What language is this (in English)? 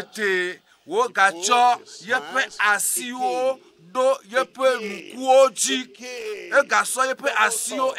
Ewe